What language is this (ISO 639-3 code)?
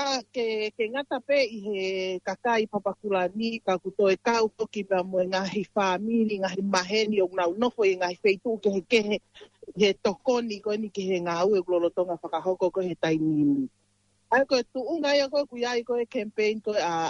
ton